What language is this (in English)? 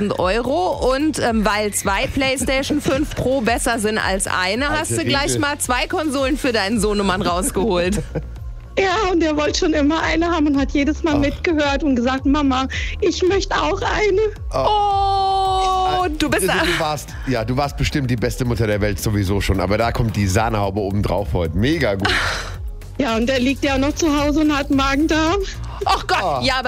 German